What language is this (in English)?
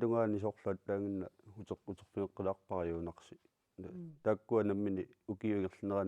Kalaallisut